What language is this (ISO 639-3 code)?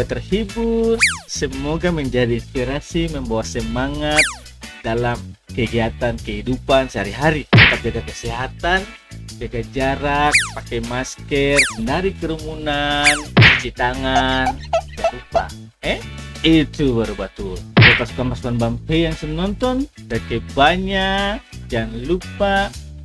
abs